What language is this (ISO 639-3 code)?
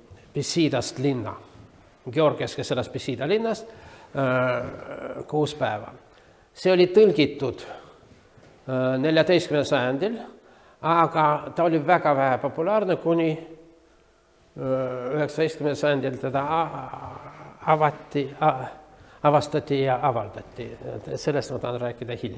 est